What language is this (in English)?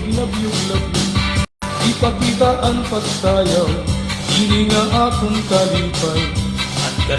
Waray